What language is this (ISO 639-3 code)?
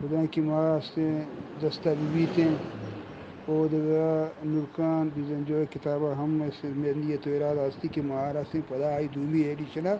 bgp